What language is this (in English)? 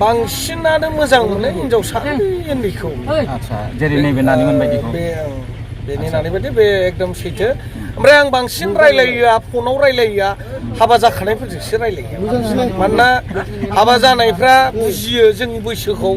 Bodo